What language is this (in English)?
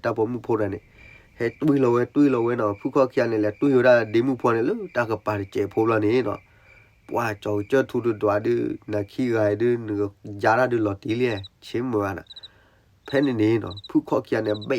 S'gaw Karen